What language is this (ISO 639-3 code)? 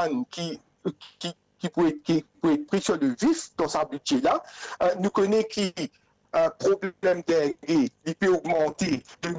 mfe